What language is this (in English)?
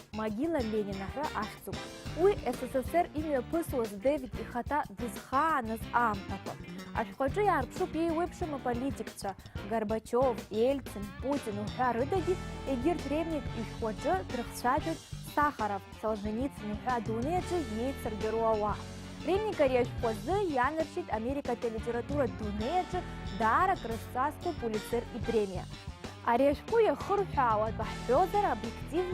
Abkhazian